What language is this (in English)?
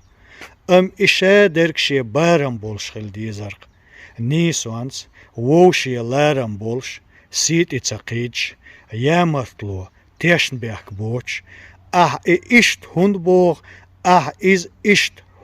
Chechen